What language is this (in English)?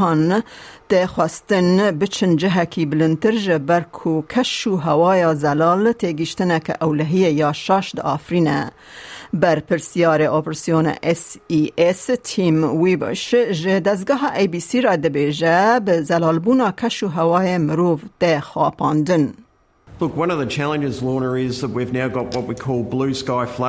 Kurdish